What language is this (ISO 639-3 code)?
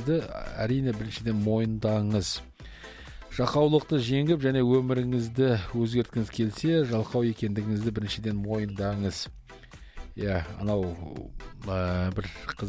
kaz